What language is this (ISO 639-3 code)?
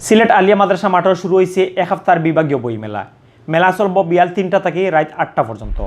syl